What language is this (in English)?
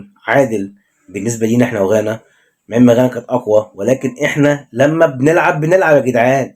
Egyptian Arabic